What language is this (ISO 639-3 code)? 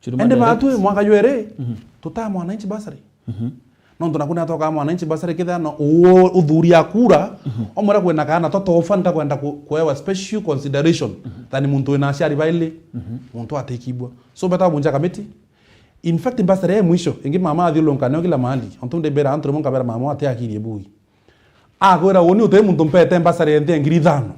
mer